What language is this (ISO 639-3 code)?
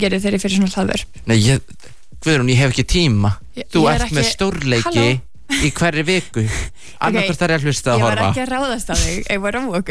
isl